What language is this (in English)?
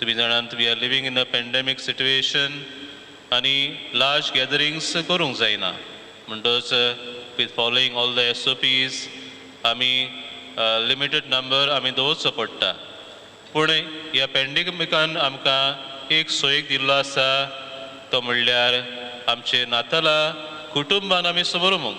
Konkani